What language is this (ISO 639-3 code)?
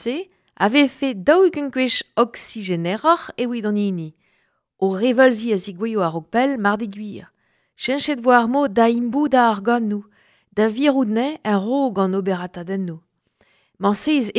bre